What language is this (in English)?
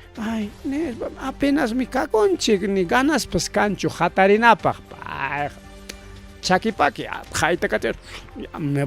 Ayacucho Quechua